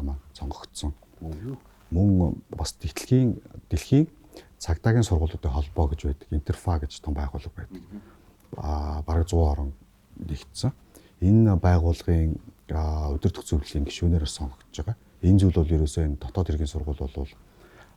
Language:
Mongolian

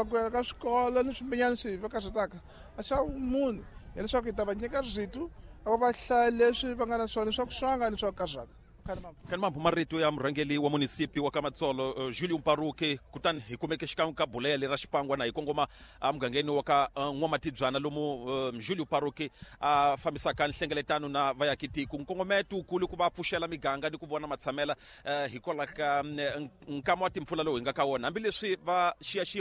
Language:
Tsonga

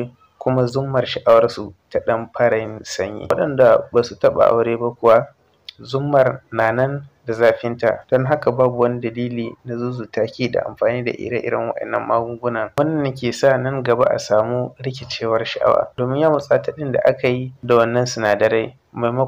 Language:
Hausa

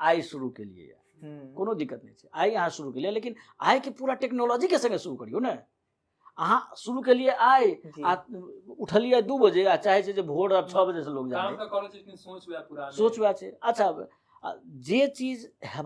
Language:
Maithili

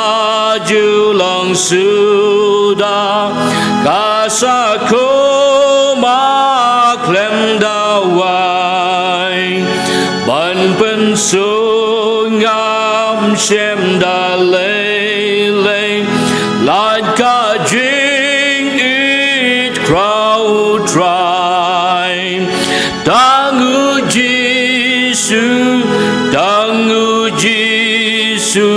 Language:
Khasi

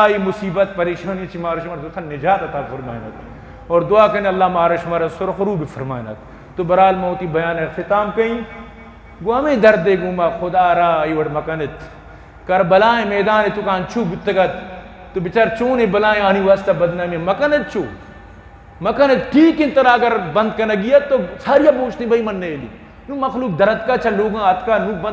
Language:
Eastern Balochi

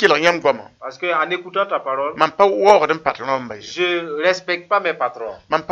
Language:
Mossi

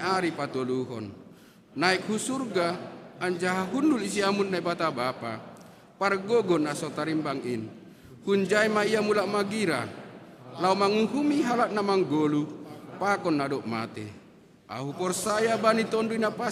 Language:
Batak Simalungun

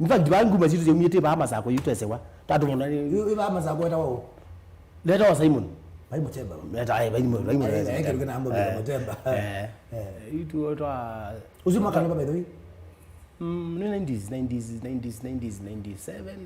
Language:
Kamba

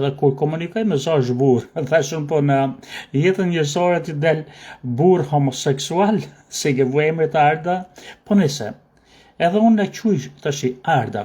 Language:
Albanian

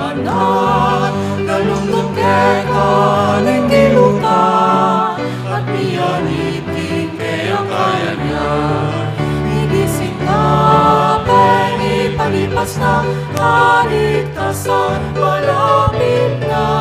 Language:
Pampanga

